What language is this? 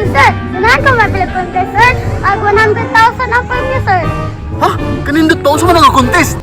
Cebuano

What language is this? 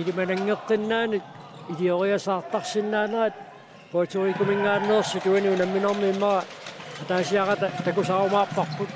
Kalaallisut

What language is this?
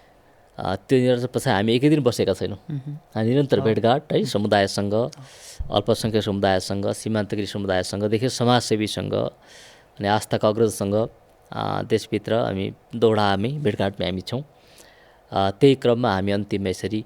Nepali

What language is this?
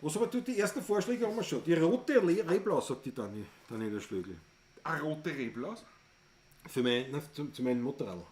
Bavarian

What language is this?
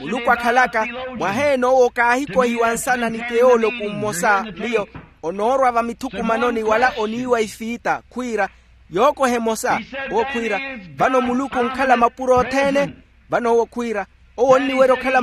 Makhuwa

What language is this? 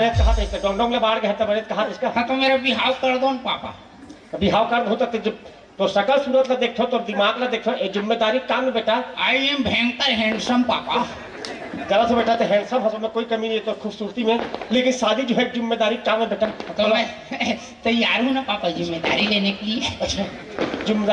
Chhattisgarhi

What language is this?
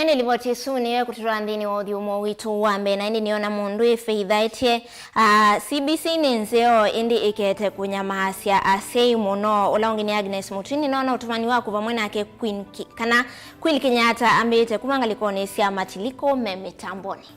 Kamba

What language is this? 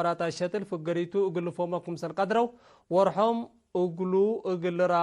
Tigre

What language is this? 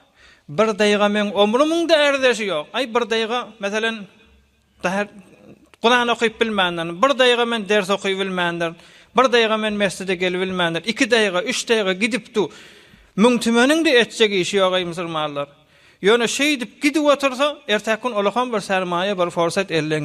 Turkmen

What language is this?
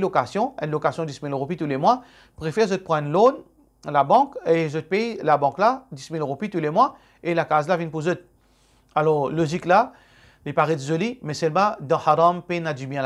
Morisyen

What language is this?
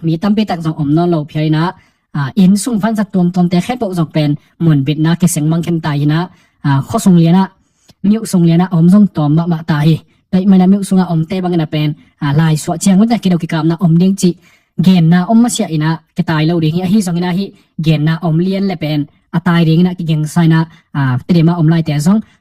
Tedim Chin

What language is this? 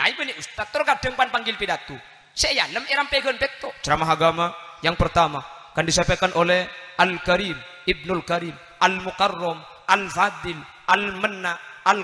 Madurese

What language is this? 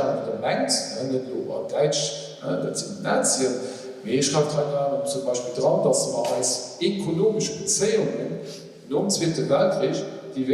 Luxembourgish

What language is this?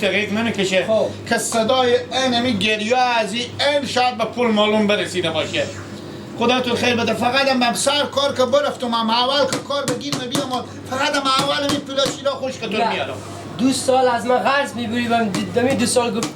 Persian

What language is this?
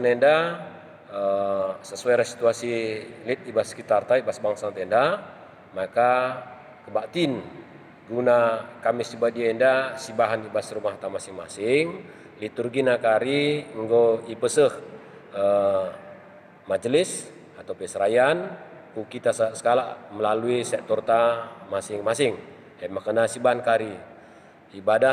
Batak Karo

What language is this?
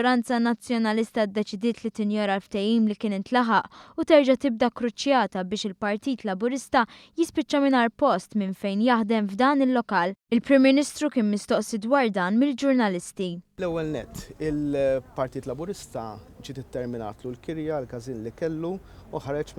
Maltese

